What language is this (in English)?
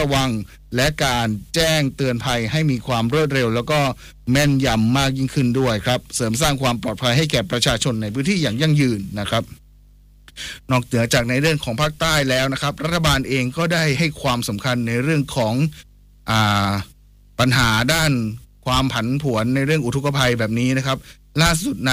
Thai